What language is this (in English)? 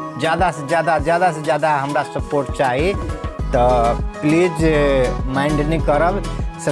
Maithili